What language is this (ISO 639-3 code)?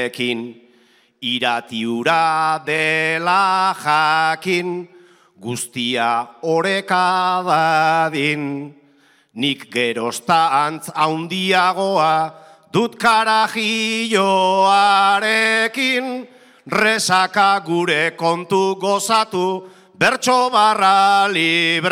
eus